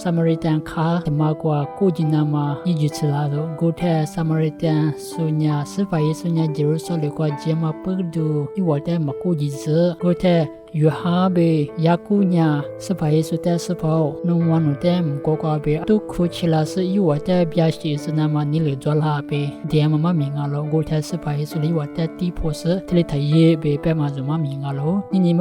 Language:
Lisu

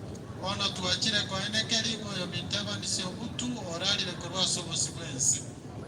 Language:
Gusii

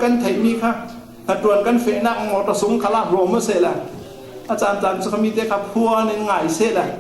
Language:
Falam Chin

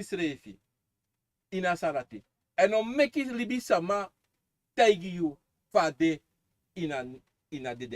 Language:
Sranan Tongo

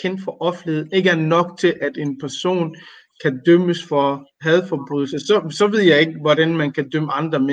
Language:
Danish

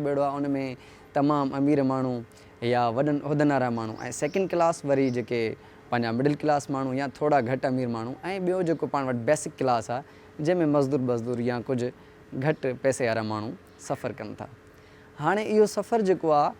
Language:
Sindhi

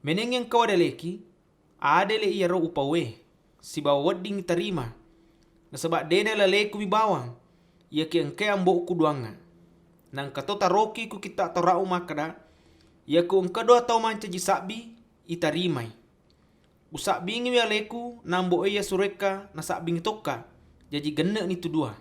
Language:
Buginese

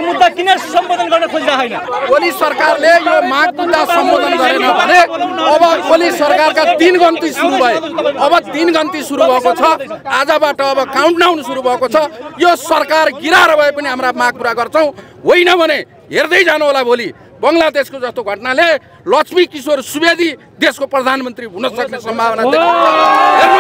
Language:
Nepali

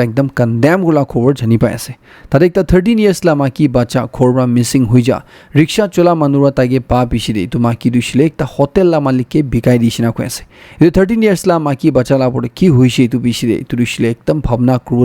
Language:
Naga Pidgin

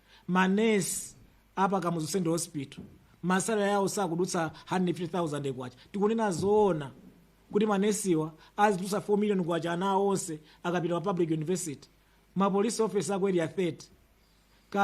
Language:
Nyanja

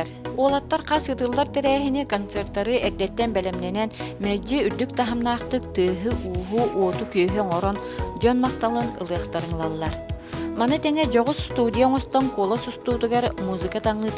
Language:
Yakut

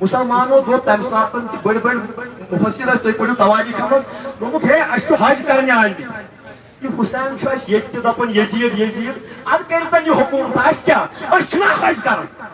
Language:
Kashmiri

